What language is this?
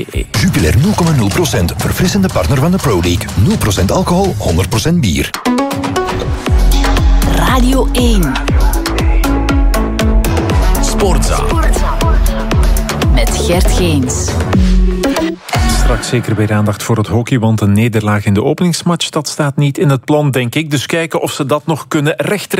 Dutch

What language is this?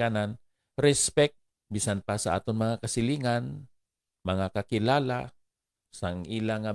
Hiligaynon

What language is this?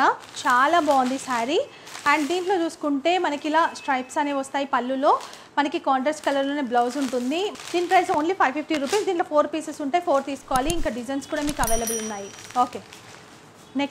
Telugu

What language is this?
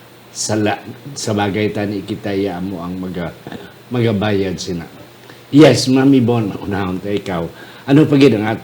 Hiligaynon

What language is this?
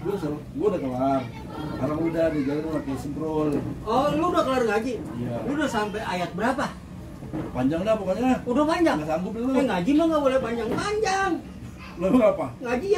Betawi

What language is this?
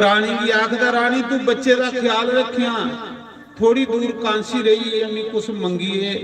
Dogri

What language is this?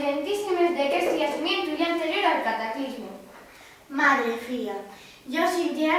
Asturian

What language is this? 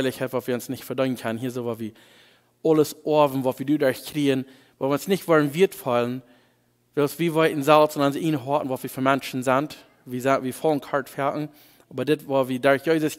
Plautdietsch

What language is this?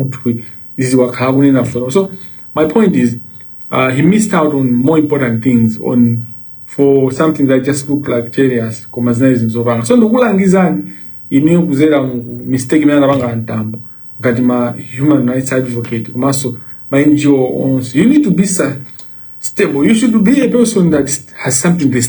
Nyanja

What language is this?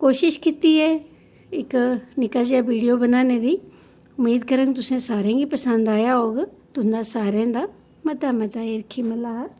Dogri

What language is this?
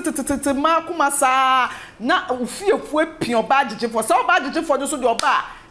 Akan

